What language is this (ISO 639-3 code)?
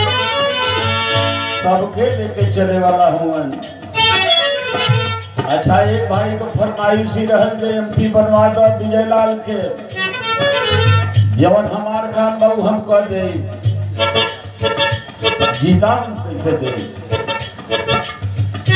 bho